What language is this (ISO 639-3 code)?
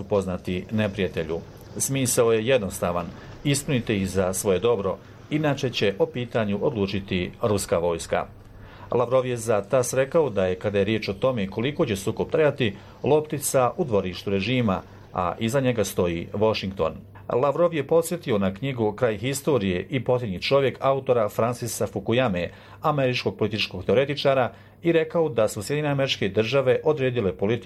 bos